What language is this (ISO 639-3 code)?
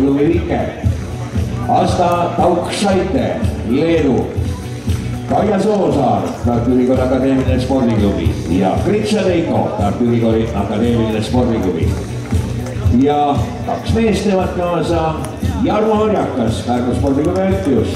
est